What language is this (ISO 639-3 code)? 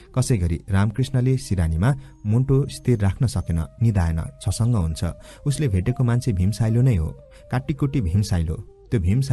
nep